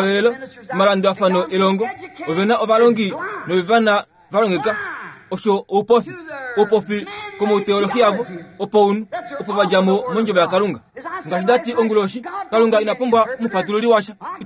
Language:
Kuanyama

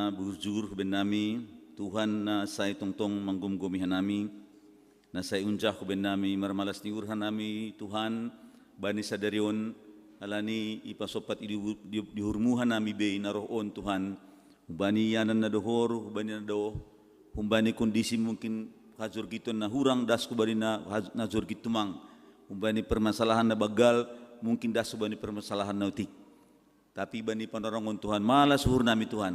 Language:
Batak Simalungun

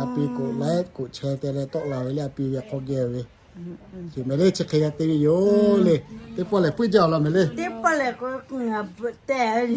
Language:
Lahu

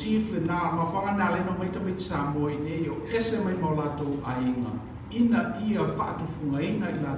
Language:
Samoan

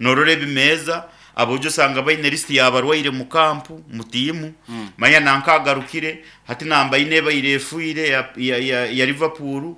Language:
Nyankole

